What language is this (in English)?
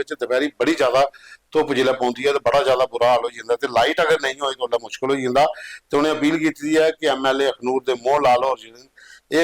Dogri